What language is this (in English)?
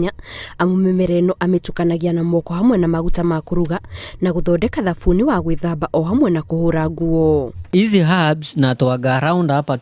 Kikuyu